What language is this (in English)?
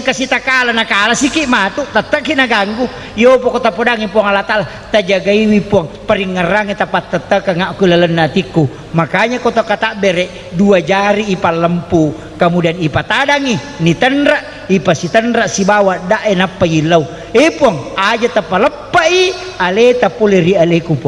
Buginese